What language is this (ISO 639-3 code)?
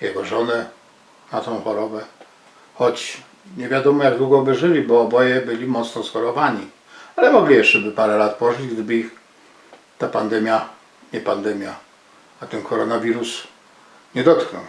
szl